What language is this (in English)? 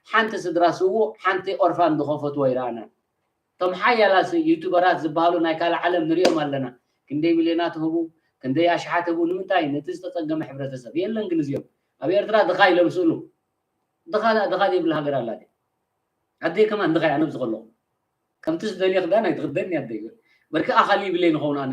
Tigrinya